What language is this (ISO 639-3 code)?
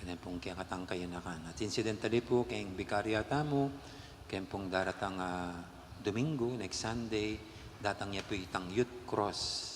pam